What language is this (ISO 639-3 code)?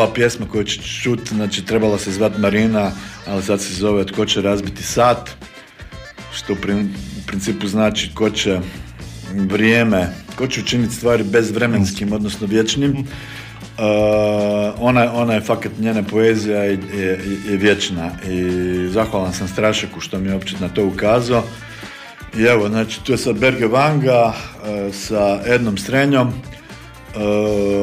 hrv